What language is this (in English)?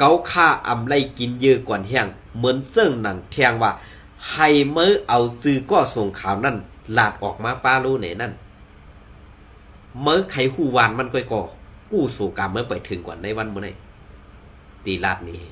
Shan